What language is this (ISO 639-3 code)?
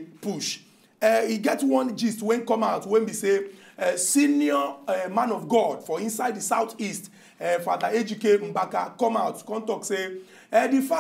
pcm